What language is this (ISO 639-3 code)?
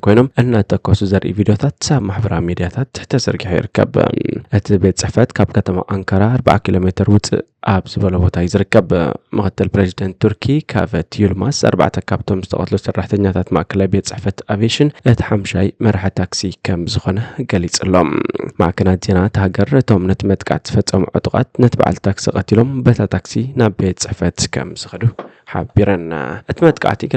tir